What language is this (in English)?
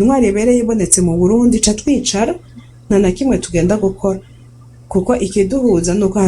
Rundi